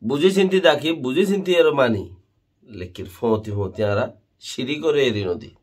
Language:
Rohingya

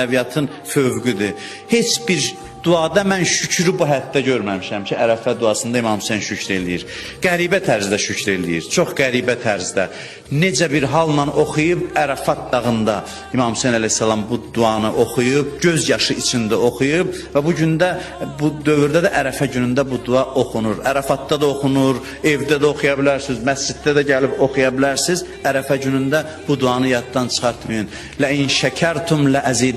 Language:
Azerbaijani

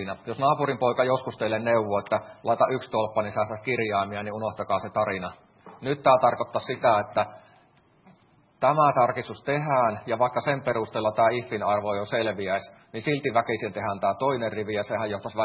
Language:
Finnish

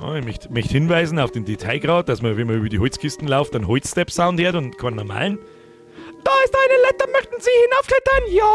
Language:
Bavarian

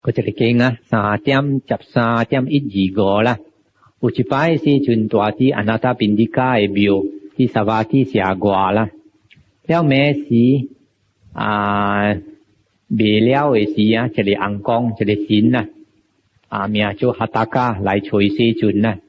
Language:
Min Nan Chinese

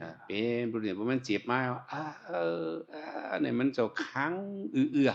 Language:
Shan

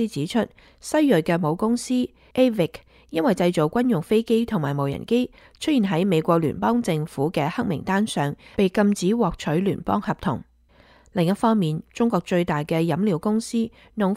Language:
Cantonese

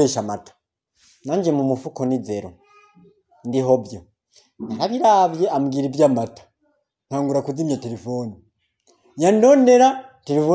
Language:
Rundi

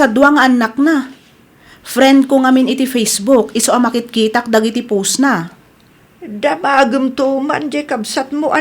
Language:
Iloko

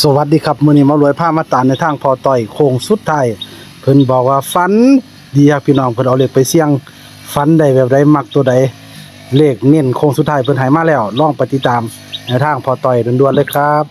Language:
Northeastern Thai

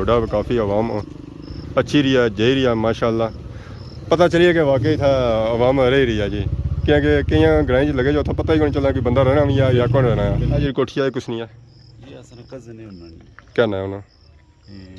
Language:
Pahari-Potwari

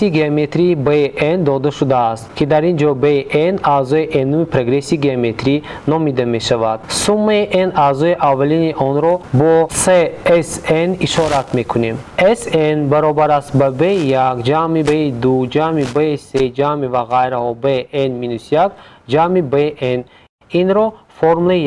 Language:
Tajik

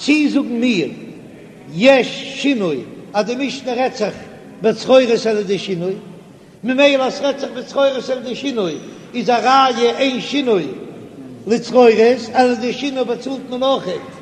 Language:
Yiddish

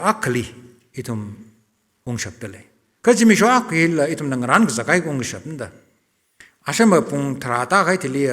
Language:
Tangkhul Naga (India)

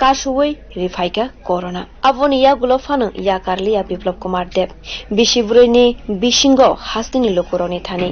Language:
Kok Borok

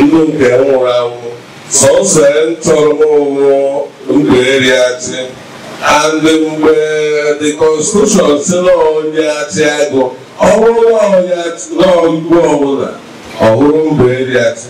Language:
Igbo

